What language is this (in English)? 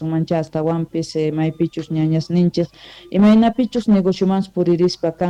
South Bolivian Quechua